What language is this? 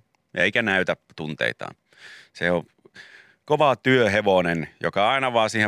Finnish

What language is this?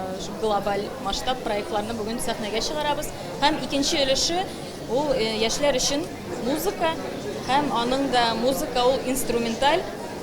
Tatar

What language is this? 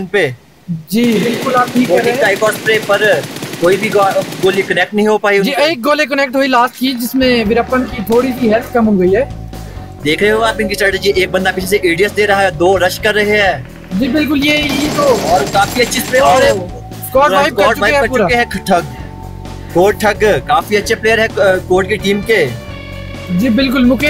Hindi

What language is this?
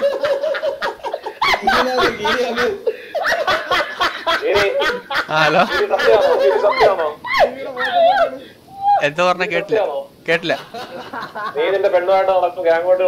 Malayalam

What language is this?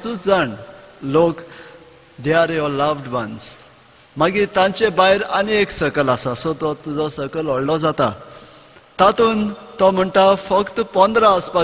Konkani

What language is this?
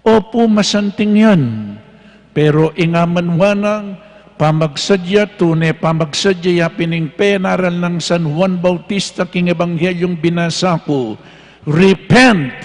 Pampanga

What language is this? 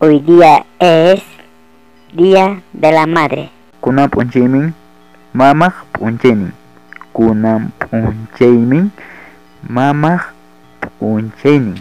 Ayacucho Quechua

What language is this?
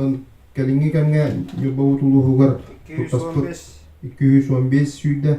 Yakut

